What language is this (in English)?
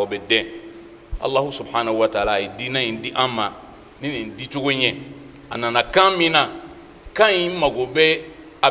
Bambara